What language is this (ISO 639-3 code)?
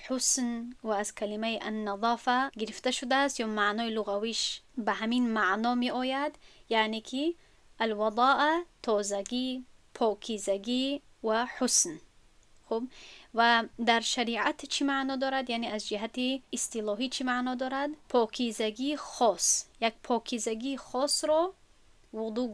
tgk